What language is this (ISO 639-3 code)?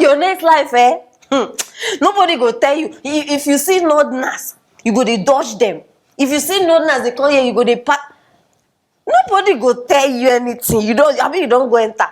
pcm